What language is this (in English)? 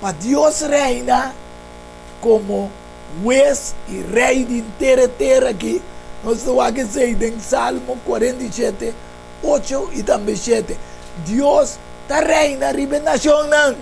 Papiamento